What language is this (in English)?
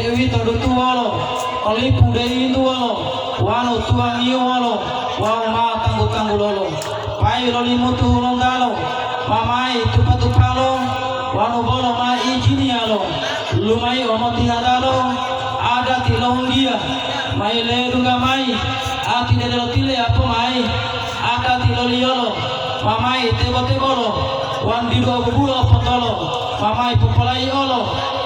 Gorontalo